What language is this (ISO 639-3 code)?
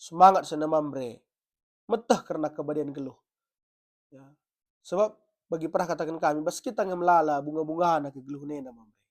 btx